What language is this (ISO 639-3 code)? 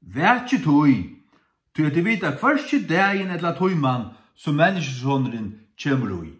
fao